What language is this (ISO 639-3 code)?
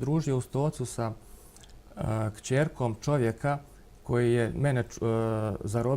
bos